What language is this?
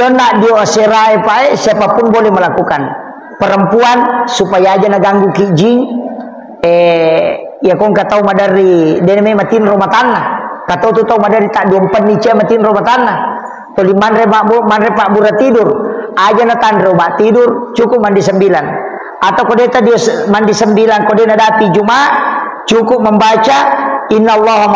Buginese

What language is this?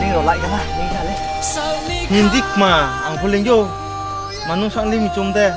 Riang (India)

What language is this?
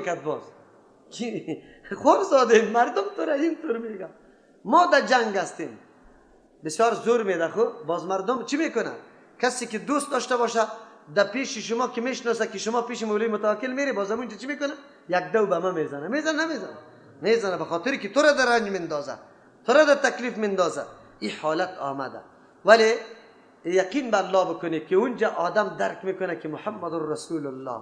Persian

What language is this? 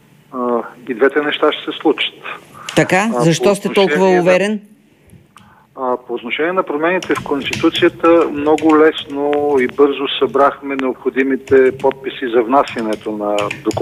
Bulgarian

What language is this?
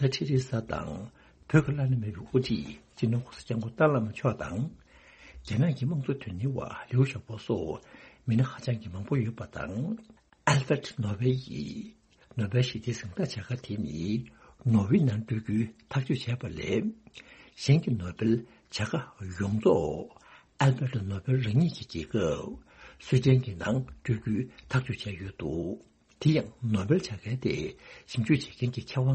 Tibetan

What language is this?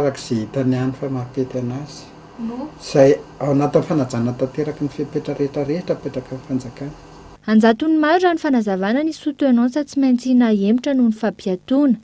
Malagasy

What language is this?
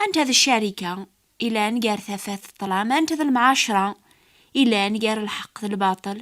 Kabyle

